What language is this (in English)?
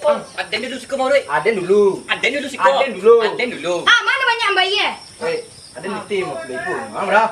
Minangkabau